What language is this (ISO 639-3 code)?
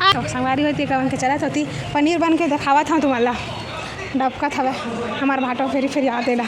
hne